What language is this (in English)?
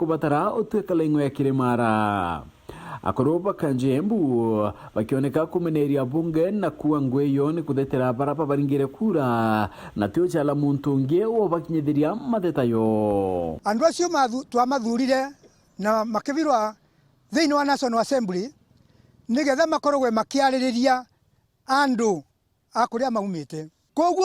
Meru